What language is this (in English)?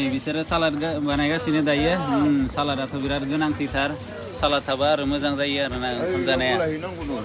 Bodo